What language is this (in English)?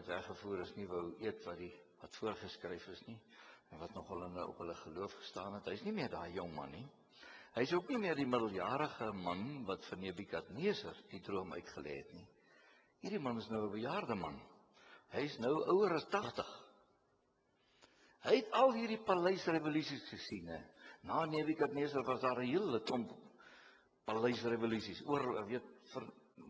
Afrikaans